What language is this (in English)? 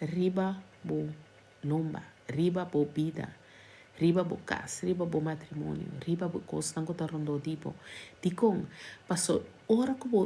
Papiamento